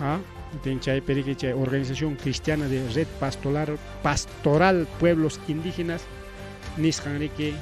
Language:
Ayacucho Quechua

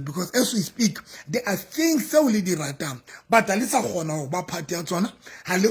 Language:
Southern Sotho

